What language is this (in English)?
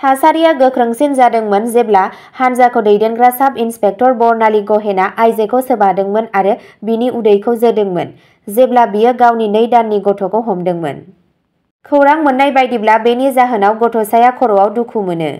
Bodo